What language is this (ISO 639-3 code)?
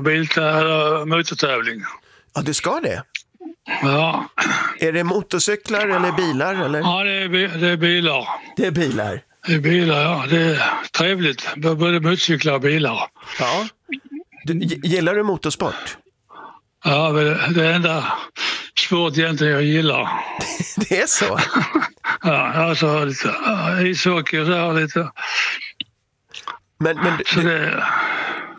swe